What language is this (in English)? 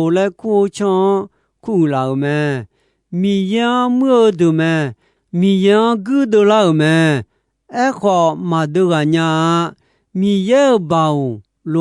Akha